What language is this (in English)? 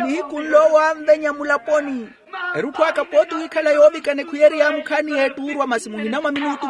Makhuwa